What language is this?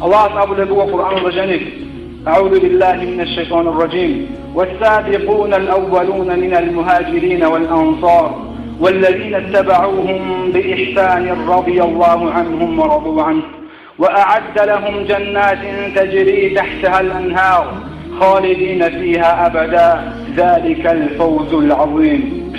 Avaric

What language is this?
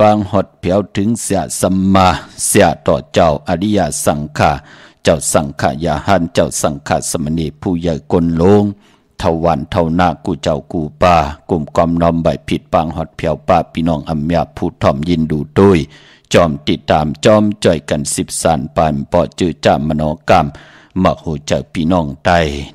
Shan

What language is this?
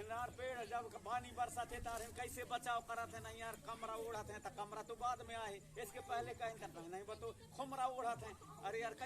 Chhattisgarhi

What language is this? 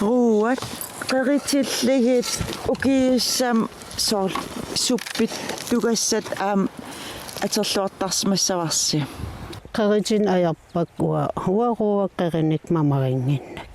Kalaallisut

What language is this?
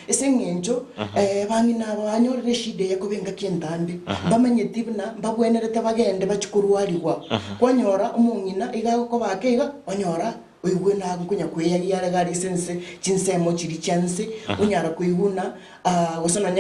Gusii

